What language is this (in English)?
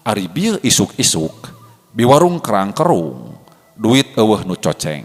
Sundanese